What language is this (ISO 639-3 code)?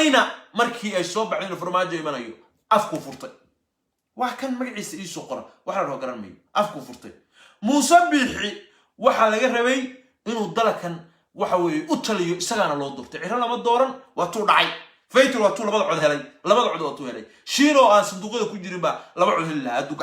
som